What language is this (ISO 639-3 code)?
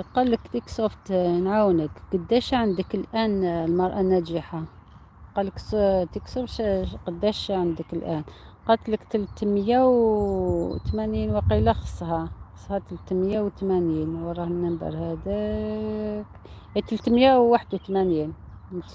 arq